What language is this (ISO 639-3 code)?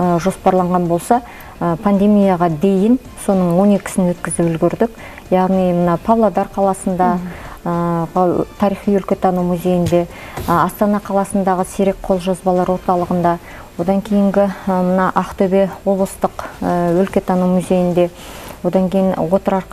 kaz